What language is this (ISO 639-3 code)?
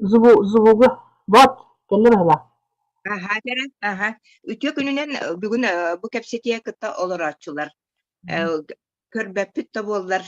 sah